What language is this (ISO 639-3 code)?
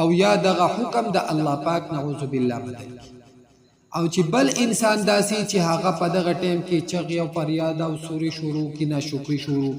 pus